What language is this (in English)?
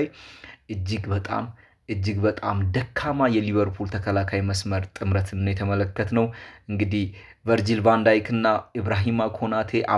Amharic